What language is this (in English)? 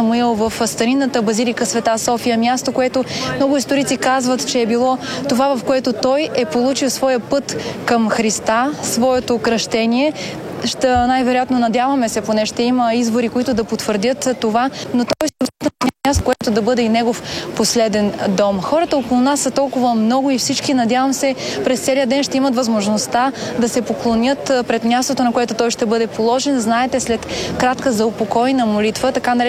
Bulgarian